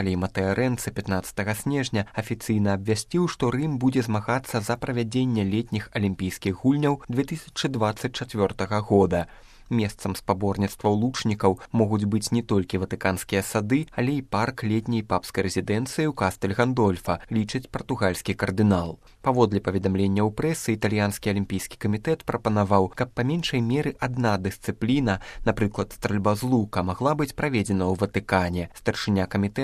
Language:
Belarusian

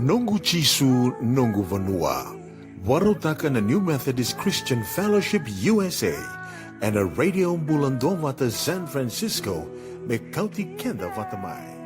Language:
Fijian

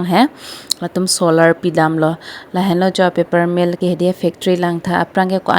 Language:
Karbi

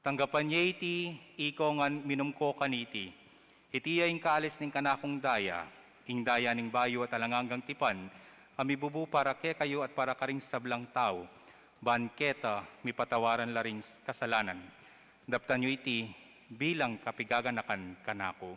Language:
Pampanga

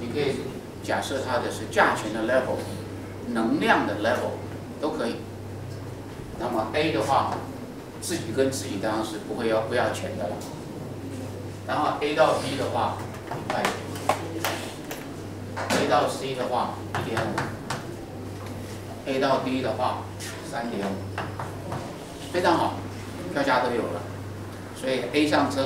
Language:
Chinese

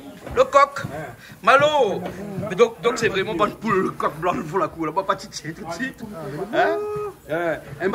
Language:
Réunion Creole French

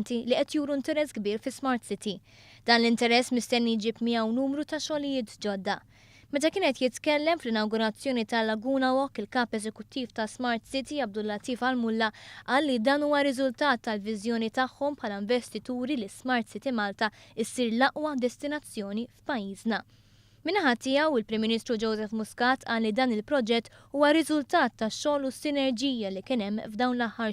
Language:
Maltese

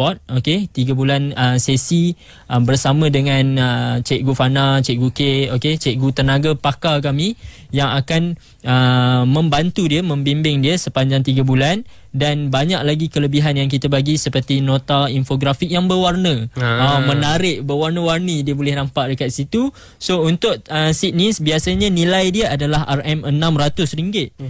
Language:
Malay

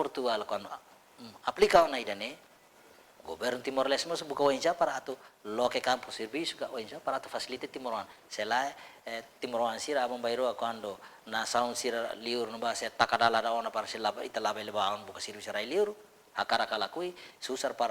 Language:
Tetum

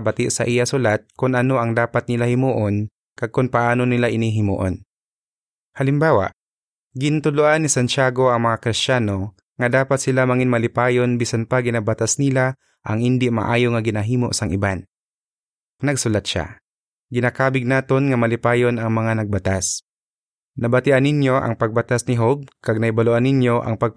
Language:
Hiligaynon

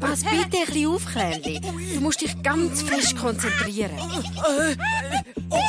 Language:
Swiss German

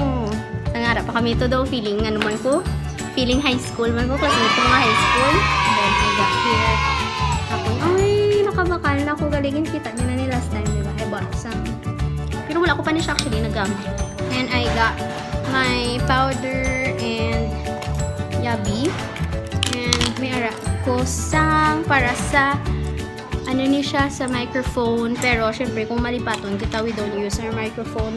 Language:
Hiligaynon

